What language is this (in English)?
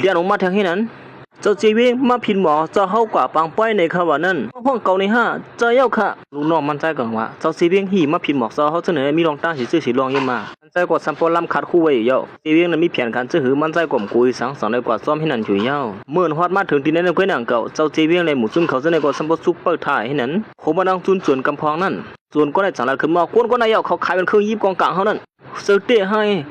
Shan